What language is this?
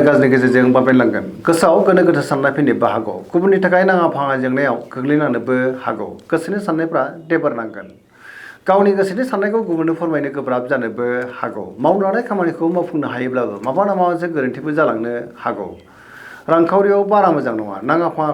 Bodo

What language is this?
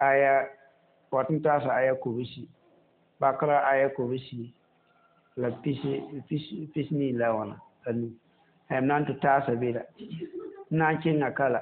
Mossi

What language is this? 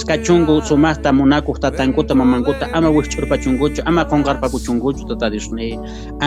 Quechua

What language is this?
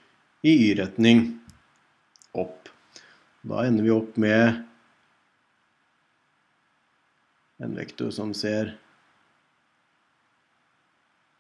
Norwegian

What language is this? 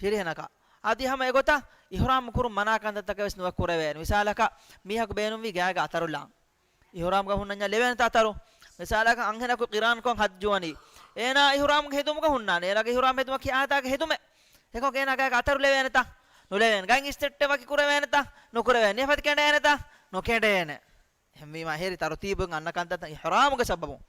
Divehi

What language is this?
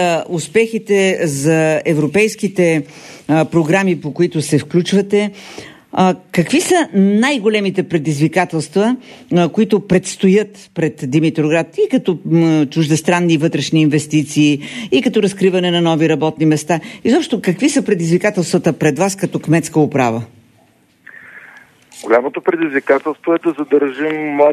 Bulgarian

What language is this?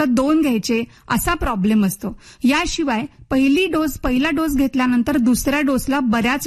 Marathi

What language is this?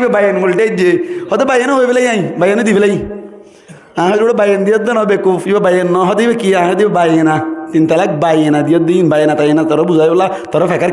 Rohingya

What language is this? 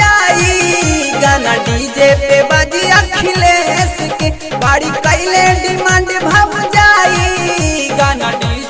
Bhojpuri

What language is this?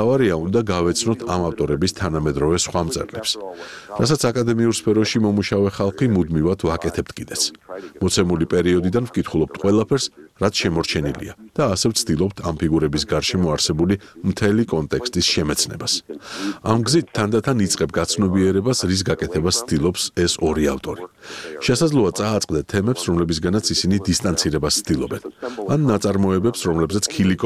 Georgian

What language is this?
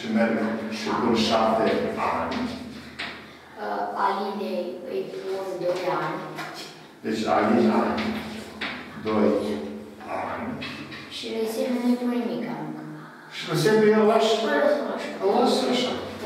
Romanian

